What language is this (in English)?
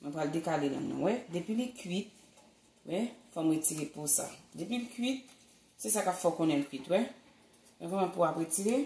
Haitian Creole